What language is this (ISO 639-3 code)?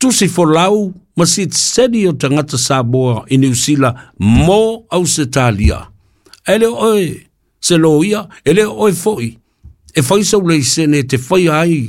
smo